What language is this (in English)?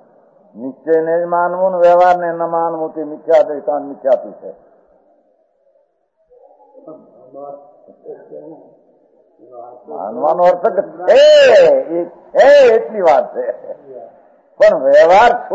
Gujarati